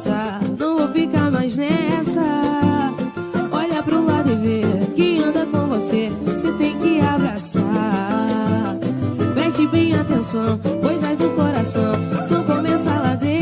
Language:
Portuguese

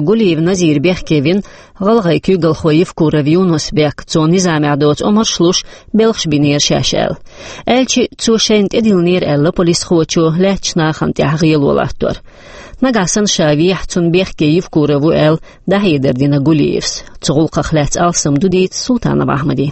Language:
Chechen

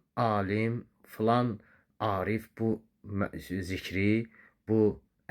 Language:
Azerbaijani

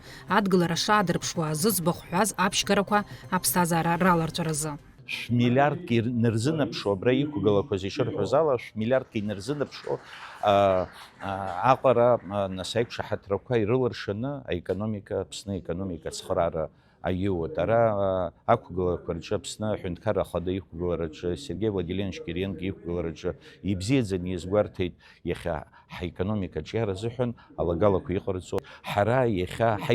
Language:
Abkhazian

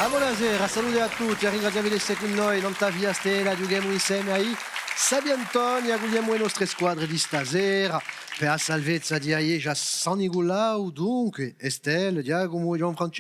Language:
Corsican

